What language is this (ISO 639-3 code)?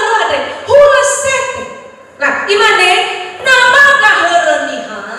nia